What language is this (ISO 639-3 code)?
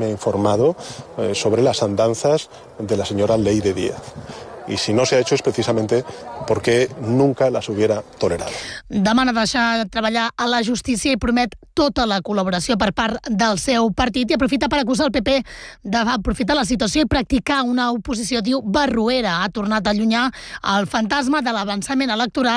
cat